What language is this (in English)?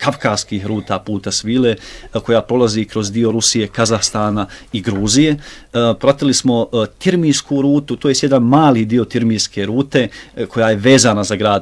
Bosnian